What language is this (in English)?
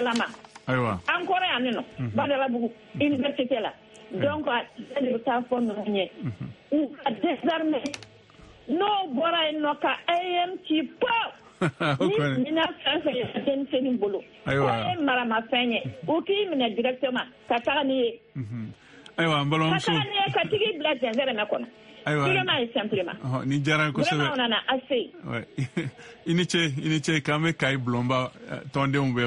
Bambara